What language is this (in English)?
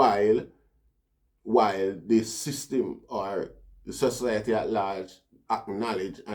Jamaican Creole English